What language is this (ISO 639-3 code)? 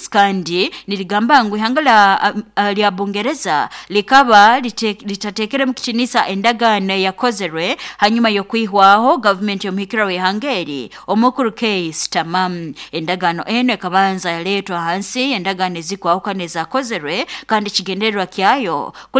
nyo